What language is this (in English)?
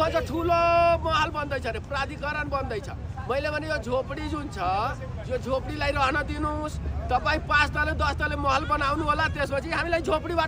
Nepali